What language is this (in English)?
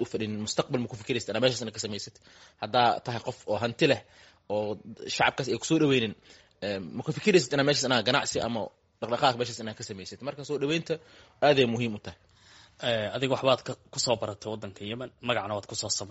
Somali